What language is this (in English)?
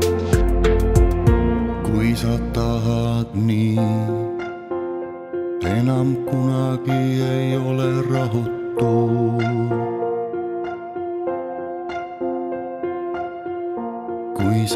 Estonian